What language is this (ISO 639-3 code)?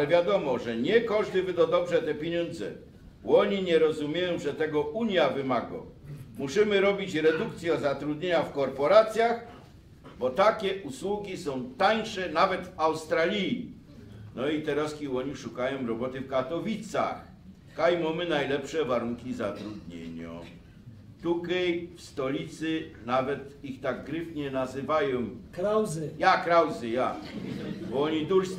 szl